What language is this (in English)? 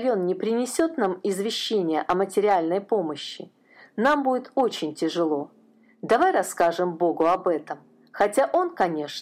Russian